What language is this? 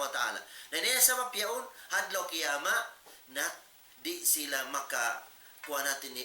Tausug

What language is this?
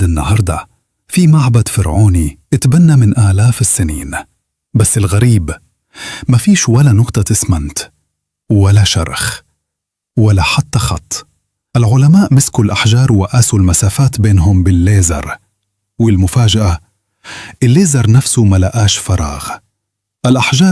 Egyptian Arabic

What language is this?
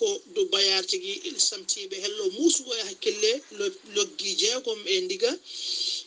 Fula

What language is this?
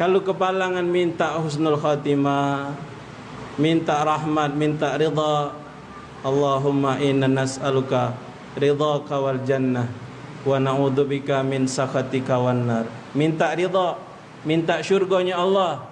Musi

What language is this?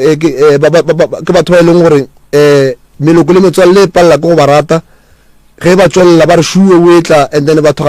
Northern Sotho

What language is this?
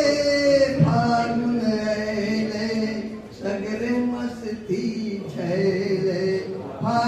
Angika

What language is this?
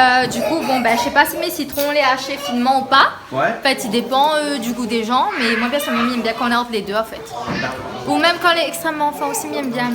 Réunion Creole French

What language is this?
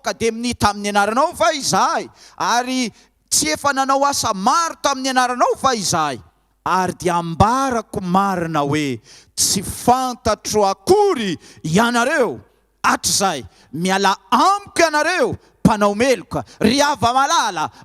Malagasy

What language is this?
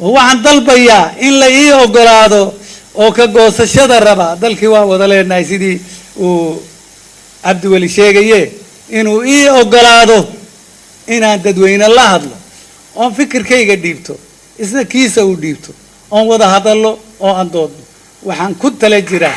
Somali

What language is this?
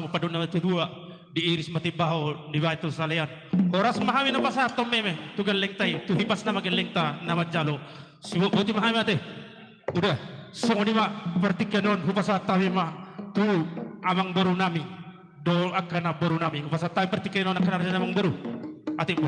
Batak Toba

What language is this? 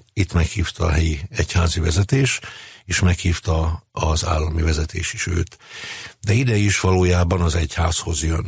Hungarian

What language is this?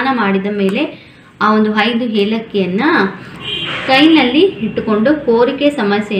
Kannada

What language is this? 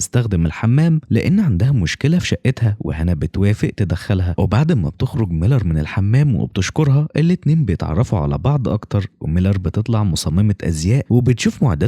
Egyptian Arabic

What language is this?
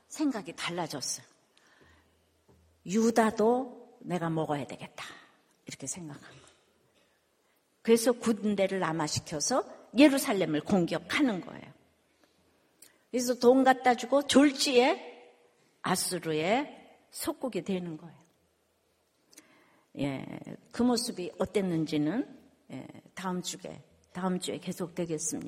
Korean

